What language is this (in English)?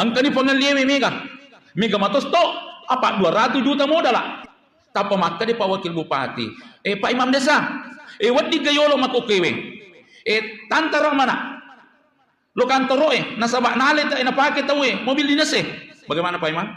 Buginese